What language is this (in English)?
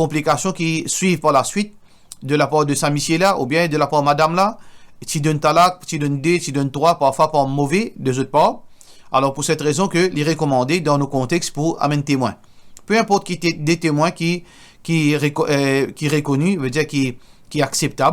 Morisyen